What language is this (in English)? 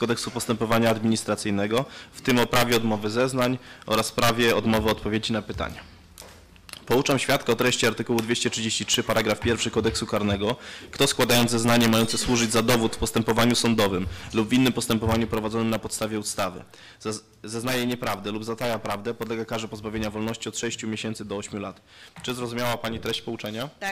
Polish